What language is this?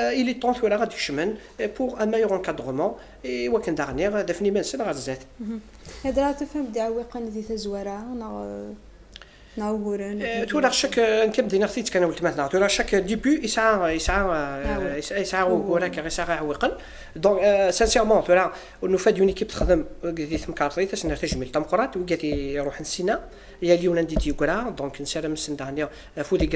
Kabyle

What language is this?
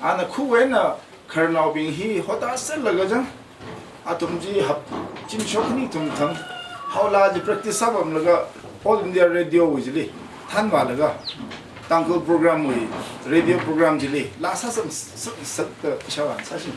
Tangkhul Naga (India)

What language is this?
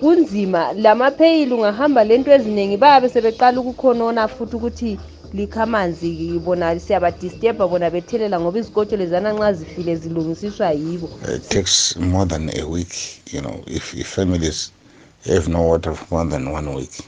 North Ndebele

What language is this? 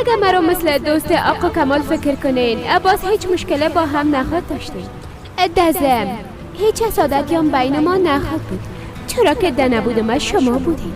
Persian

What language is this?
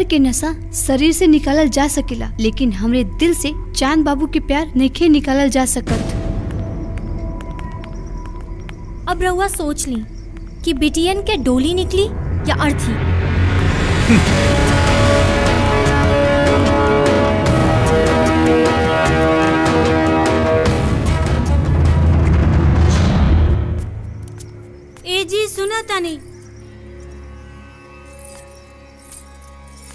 Bhojpuri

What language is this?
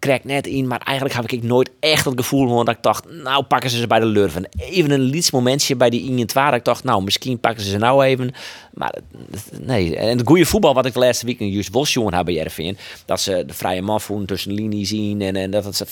Western Frisian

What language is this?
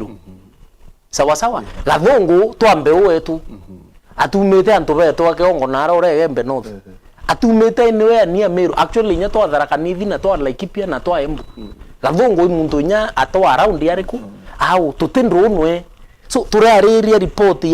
Meru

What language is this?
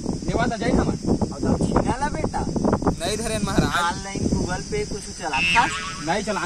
Chhattisgarhi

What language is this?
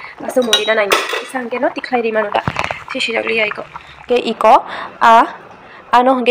Kok Borok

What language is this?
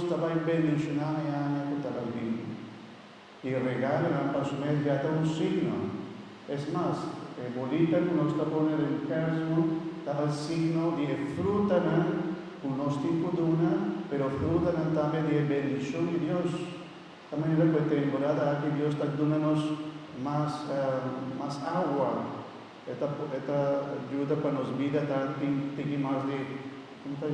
Papiamento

